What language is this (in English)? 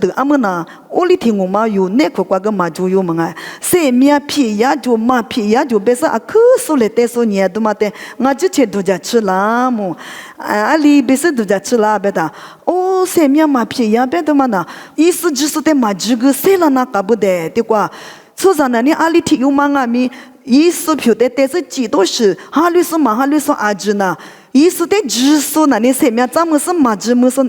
Lisu